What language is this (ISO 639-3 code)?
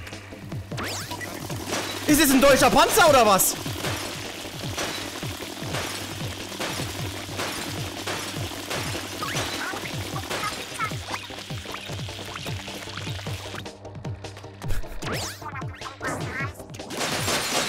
deu